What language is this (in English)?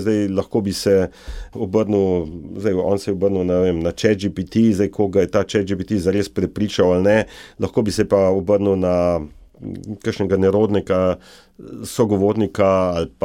Slovenian